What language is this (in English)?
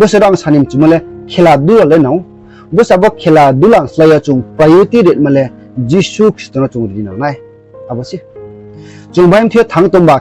Riang (India)